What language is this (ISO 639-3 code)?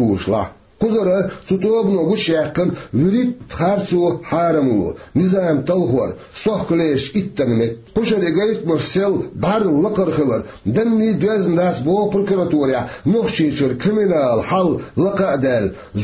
che